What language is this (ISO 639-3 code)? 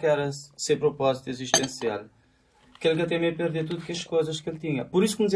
kea